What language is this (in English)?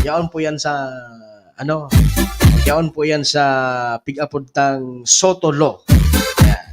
Bikol